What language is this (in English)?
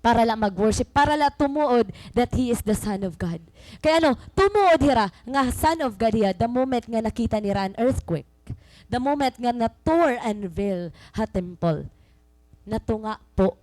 Waray